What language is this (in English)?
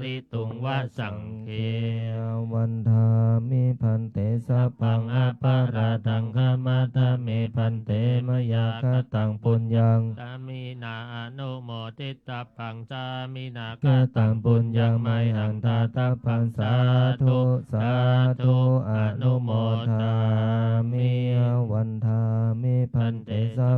Pali